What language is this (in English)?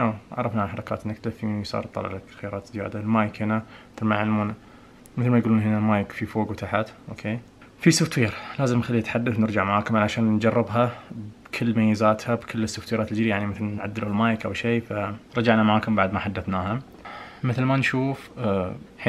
Najdi Arabic